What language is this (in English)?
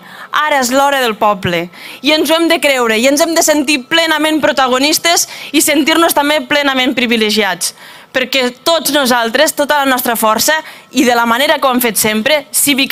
Catalan